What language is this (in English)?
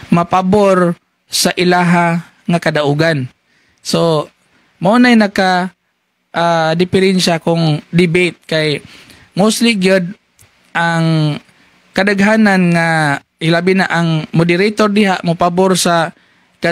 Cebuano